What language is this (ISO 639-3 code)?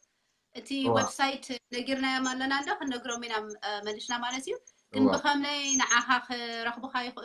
tir